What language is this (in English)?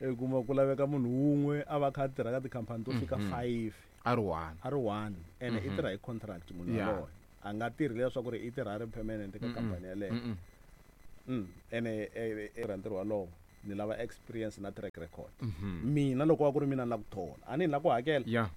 Tsonga